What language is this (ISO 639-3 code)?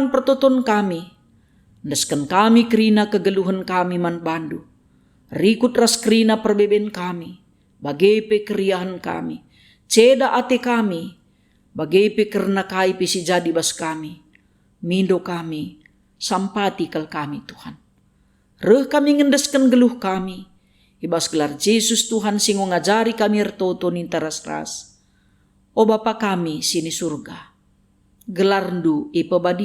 btx